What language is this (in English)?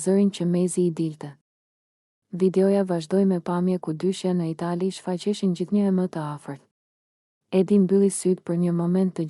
Albanian